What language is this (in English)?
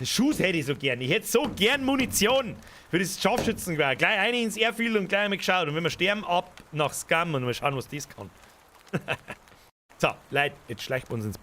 Bavarian